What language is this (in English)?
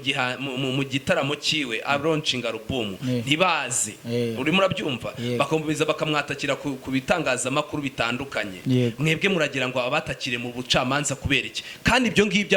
Kinyarwanda